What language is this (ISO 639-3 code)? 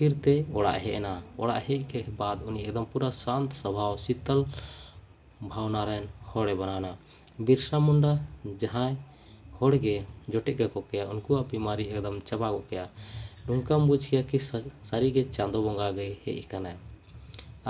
sat